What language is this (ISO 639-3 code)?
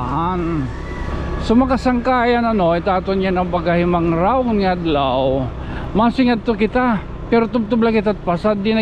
war